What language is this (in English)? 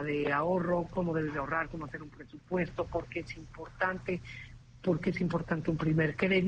Spanish